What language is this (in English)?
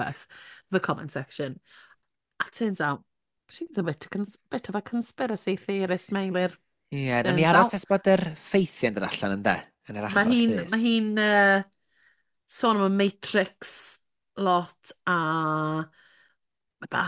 Welsh